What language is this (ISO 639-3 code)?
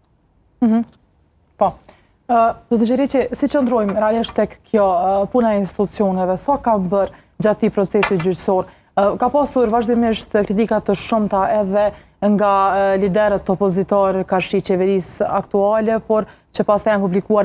sqi